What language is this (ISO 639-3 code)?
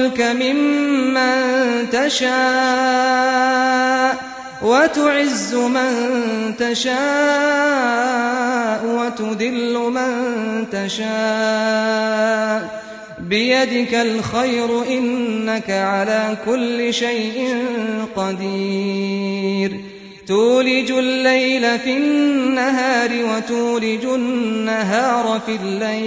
ara